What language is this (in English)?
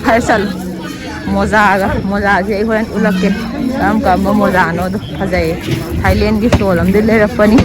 Manipuri